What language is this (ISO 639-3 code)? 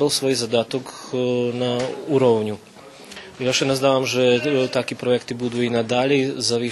rue